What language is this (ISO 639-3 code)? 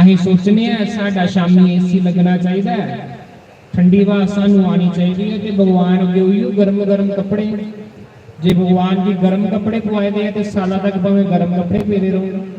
doi